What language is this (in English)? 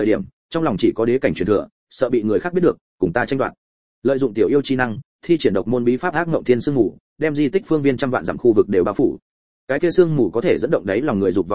Vietnamese